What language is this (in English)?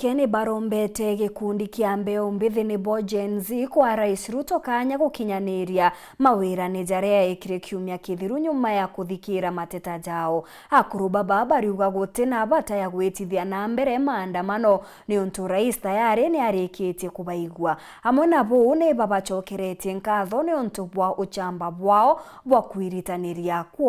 Meru